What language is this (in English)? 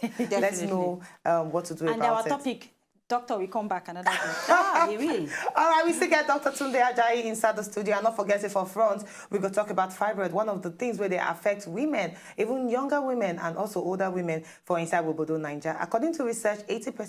Nigerian Pidgin